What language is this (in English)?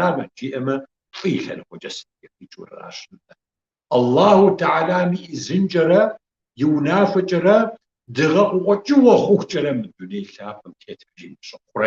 Kabardian